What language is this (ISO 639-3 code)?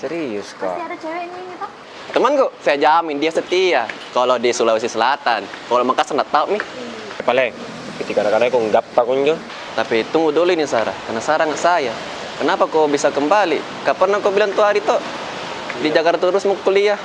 mfp